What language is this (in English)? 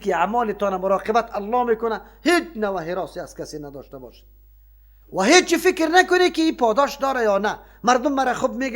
Persian